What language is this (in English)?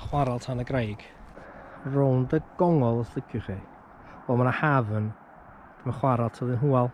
Welsh